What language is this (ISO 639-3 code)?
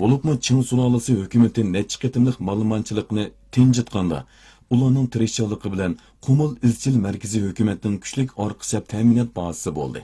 uig